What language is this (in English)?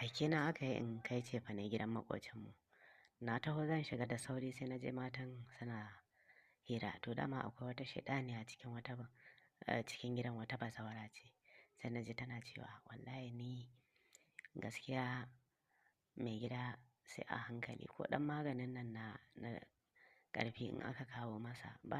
Hausa